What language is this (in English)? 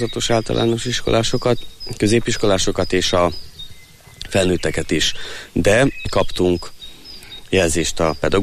Hungarian